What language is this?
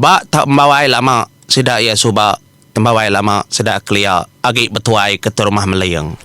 Iban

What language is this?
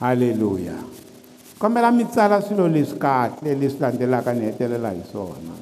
Tsonga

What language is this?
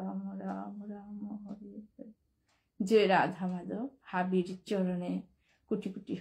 Bishnupriya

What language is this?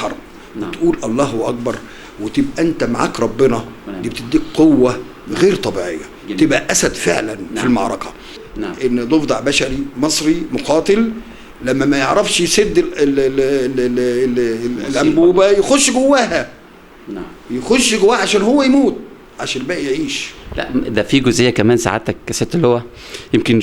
Egyptian Arabic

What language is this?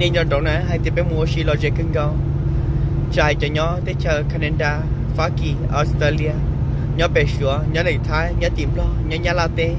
Hmong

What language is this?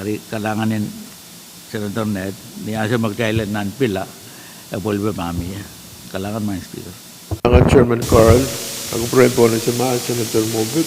Pohnpeian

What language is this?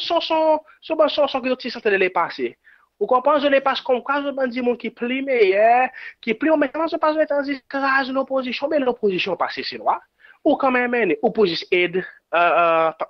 Seselwa Creole French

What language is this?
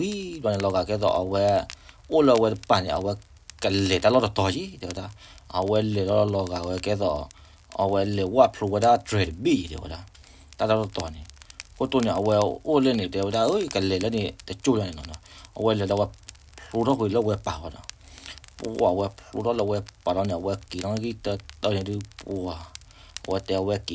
S'gaw Karen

